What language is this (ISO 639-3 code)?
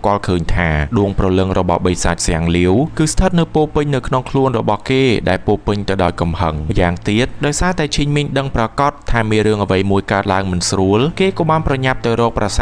khm